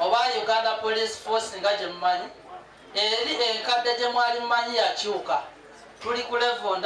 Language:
Ganda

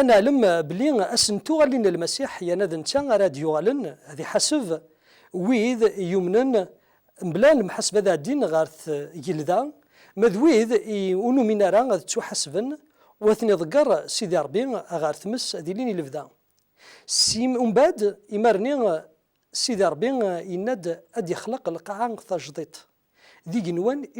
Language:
Kabyle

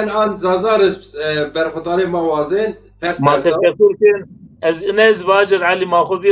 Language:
Zaza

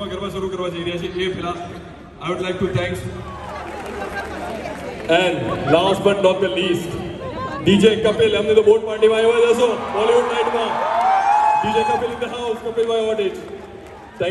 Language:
Gujarati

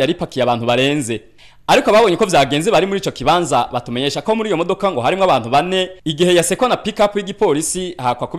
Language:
Rundi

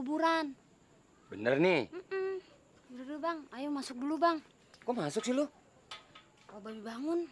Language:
Betawi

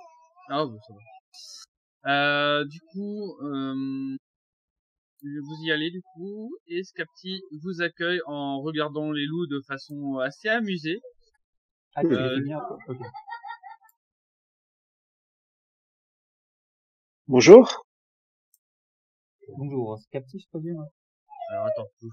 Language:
French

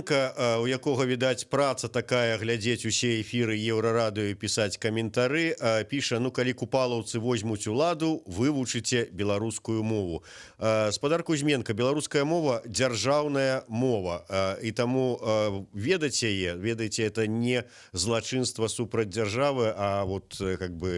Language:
Belarusian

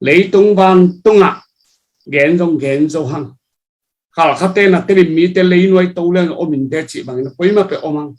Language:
Tedim Chin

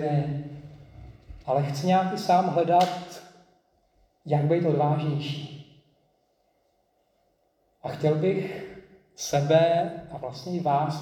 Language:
Czech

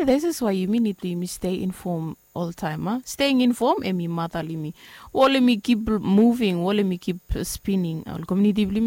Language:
Bislama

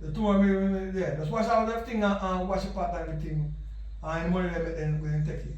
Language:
Jamaican Creole English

